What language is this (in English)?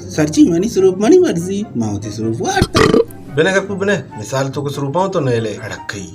Baluchi